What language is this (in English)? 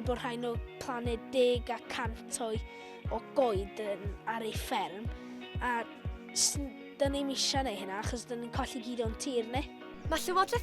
Welsh